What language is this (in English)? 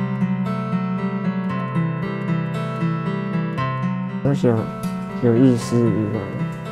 Chinese